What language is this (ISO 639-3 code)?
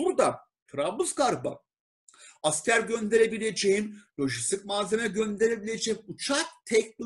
tur